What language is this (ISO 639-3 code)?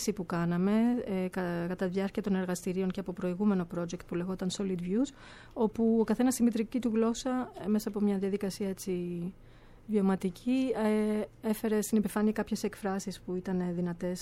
ell